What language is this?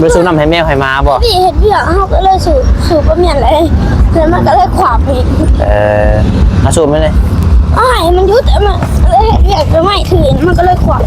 Northeastern Thai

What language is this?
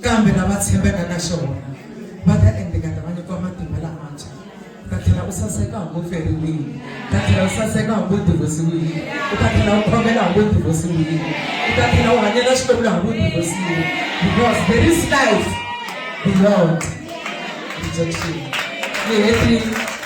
Tsonga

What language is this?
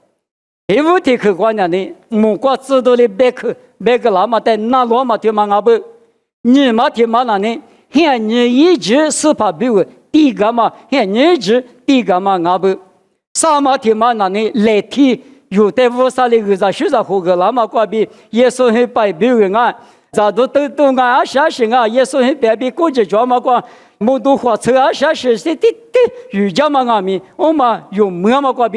Lisu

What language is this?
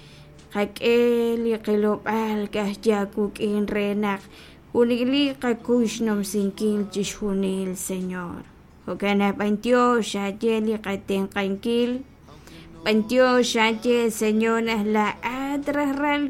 Kekchí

